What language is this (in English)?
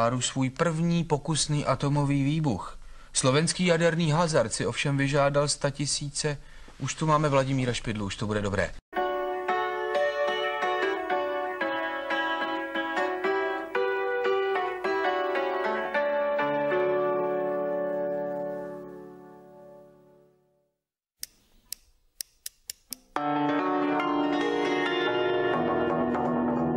Czech